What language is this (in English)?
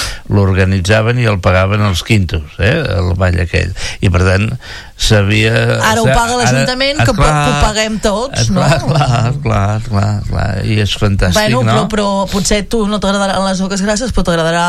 Catalan